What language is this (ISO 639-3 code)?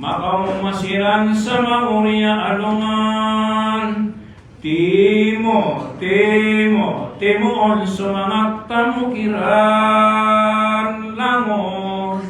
mrw